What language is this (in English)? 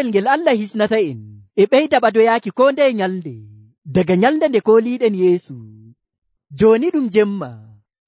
Nigerian Fulfulde